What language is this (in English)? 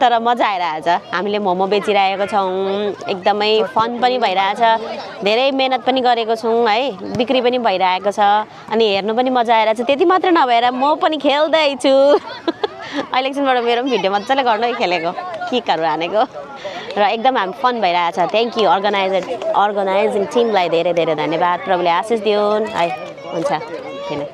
Nepali